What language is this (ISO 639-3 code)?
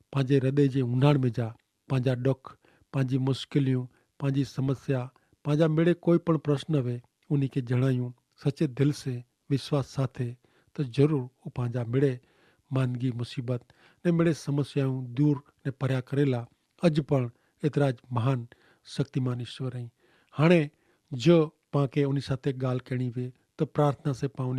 kfr